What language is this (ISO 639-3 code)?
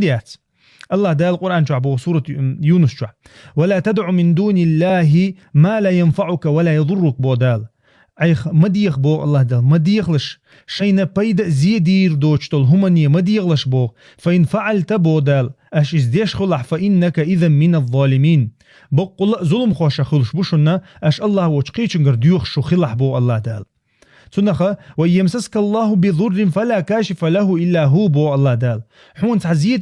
che